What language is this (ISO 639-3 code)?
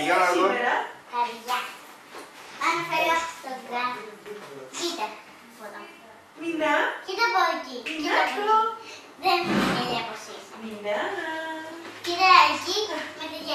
ell